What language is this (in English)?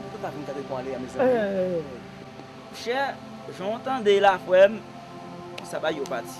Haitian Creole